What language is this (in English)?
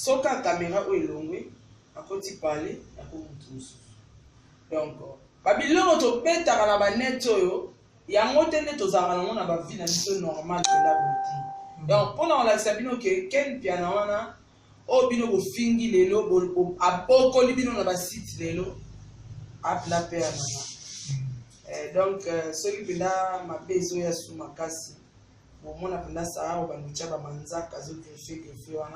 Lingala